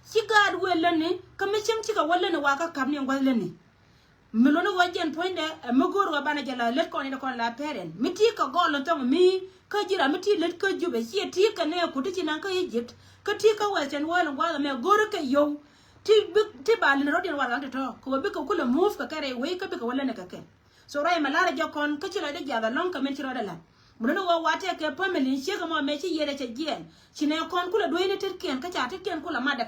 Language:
Nuer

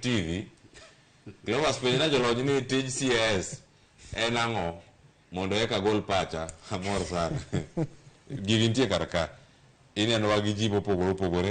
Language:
Luo (Kenya and Tanzania)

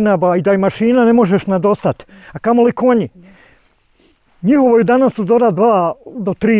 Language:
Bosnian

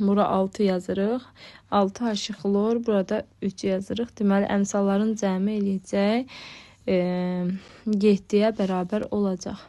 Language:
Azerbaijani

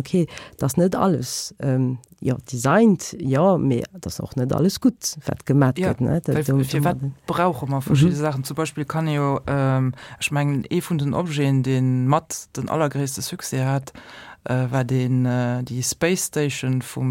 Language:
Luxembourgish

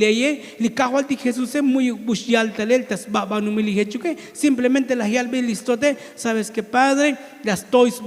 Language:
Tzotzil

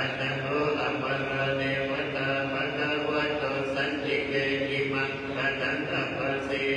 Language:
Pali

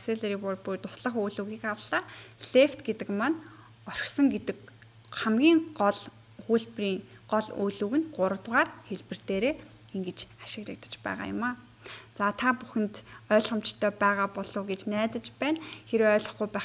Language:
Mongolian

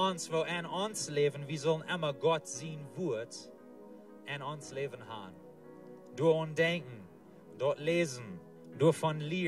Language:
Plautdietsch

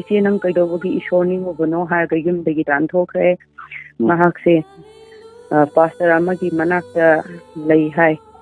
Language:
Manipuri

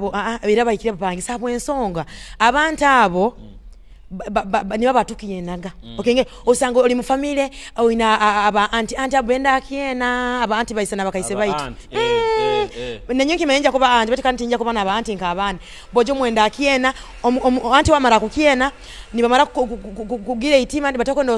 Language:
Nyoro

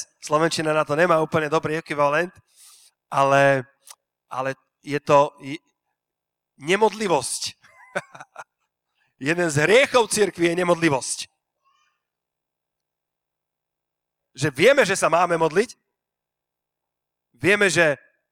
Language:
Slovak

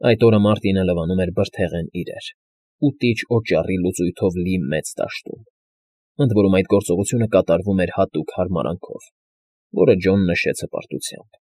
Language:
Armenian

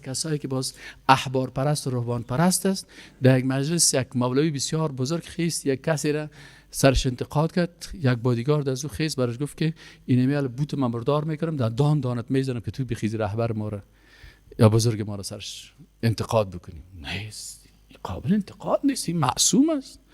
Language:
Persian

